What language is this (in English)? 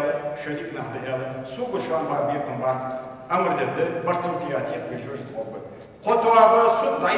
Ingush